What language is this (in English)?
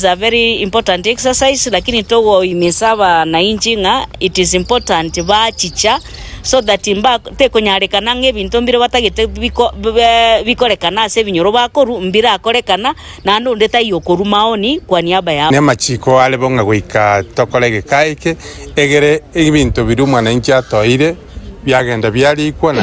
Gusii